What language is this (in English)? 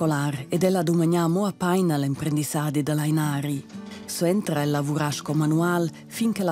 Romansh